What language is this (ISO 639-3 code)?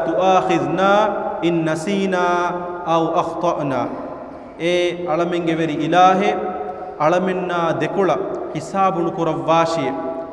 div